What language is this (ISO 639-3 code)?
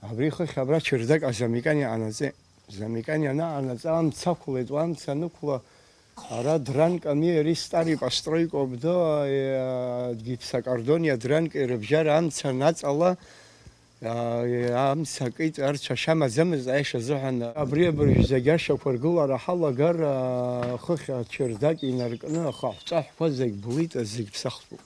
abk